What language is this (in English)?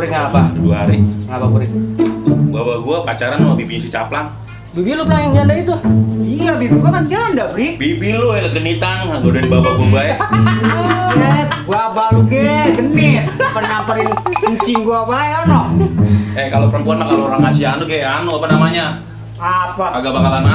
Betawi